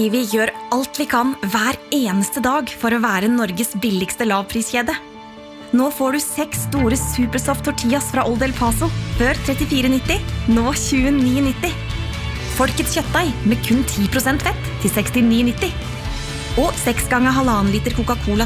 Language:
Norwegian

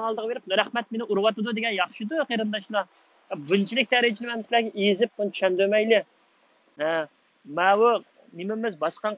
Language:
Uyghur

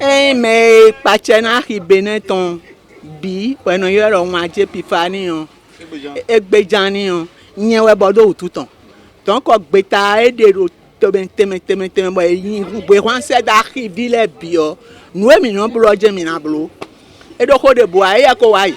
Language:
Fon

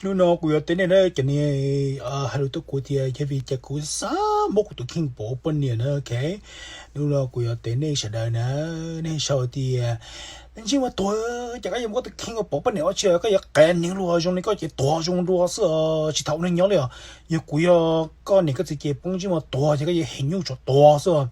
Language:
Hmong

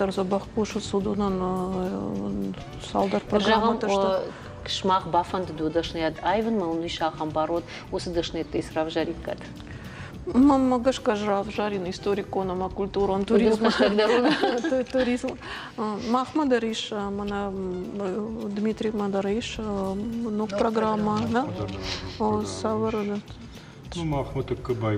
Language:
Ossetic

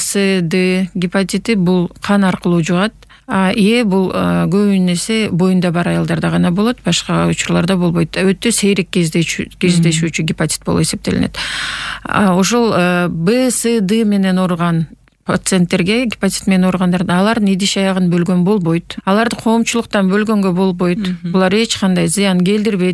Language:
Kyrgyz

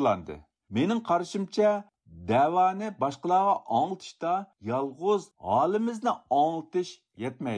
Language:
Uyghur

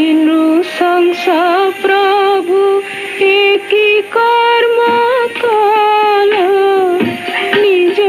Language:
Odia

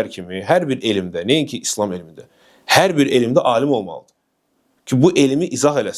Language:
Azerbaijani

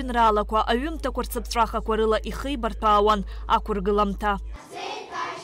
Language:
Abkhazian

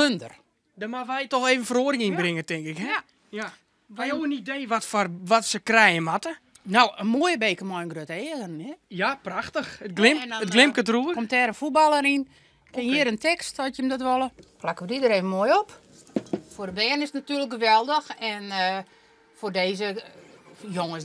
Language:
Western Frisian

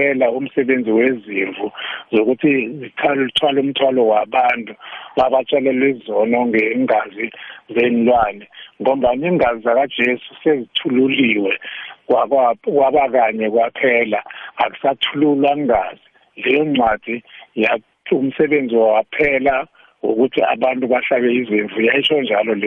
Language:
South Ndebele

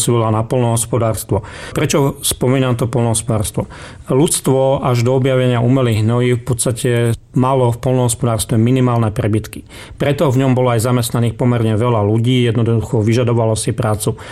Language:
Slovak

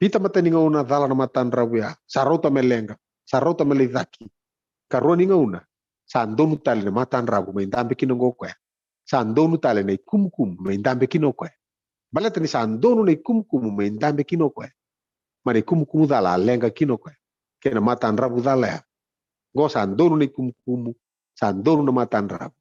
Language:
Fijian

